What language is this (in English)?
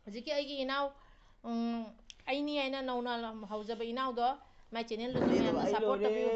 Manipuri